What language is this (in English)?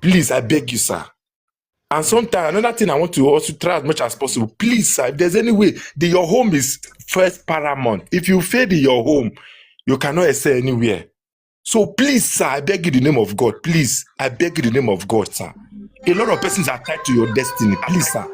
Nigerian Pidgin